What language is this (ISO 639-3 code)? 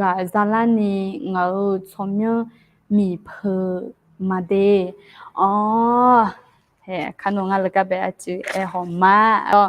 ahk